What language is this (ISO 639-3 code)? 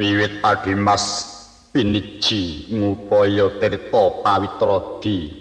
jav